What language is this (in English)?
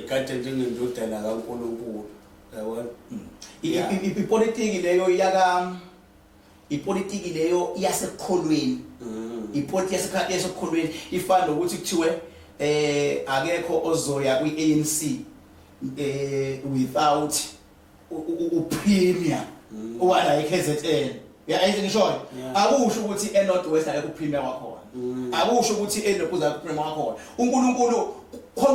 Zulu